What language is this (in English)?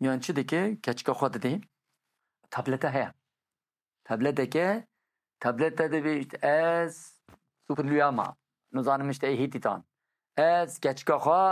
Kurdish